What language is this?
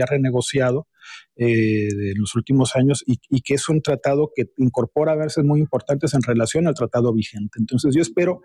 Spanish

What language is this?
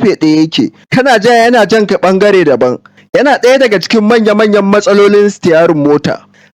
Hausa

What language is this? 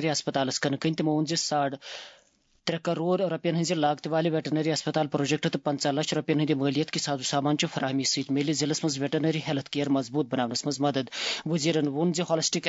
Kashmiri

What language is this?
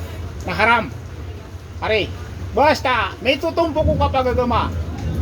Maranao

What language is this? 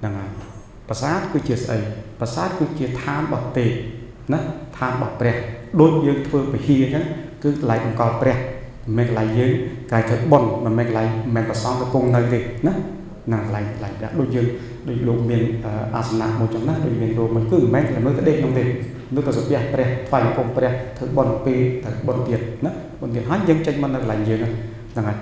Khmer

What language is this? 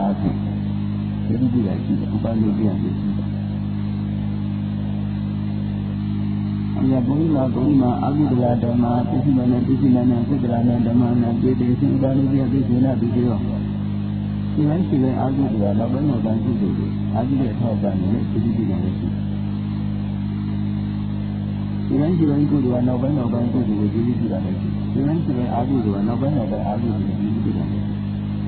Burmese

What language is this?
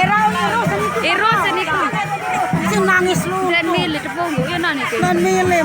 Sasak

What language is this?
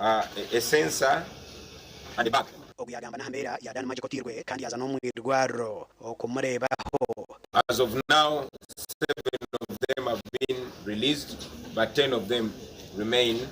Nyankole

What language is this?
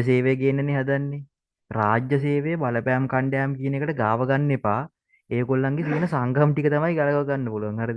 Sinhala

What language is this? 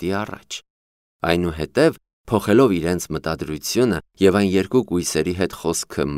Armenian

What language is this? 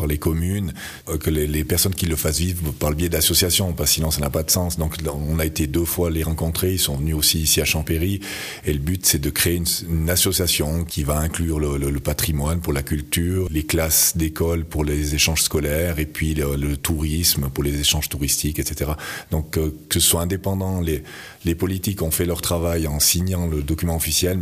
French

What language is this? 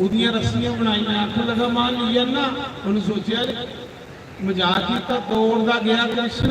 Dogri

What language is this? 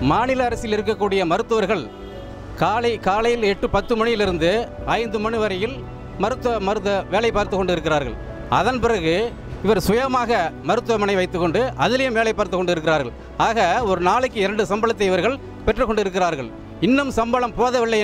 Tamil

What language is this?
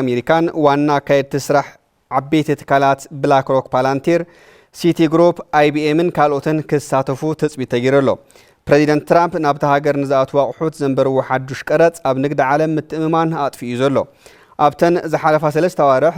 Tigrinya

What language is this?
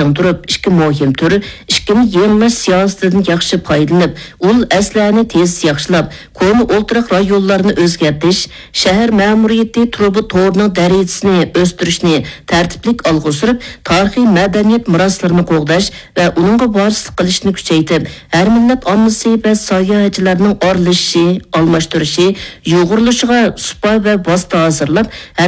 Uyghur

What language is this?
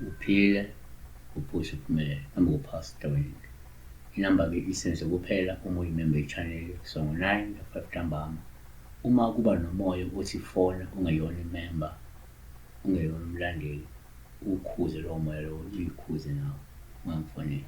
Zulu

